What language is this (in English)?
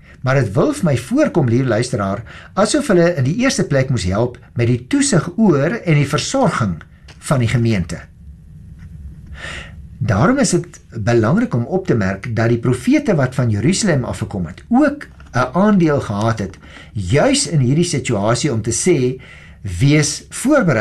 Afrikaans